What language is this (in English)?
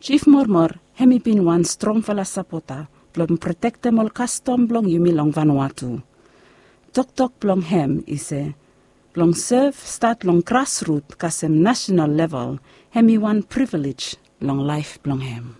Bislama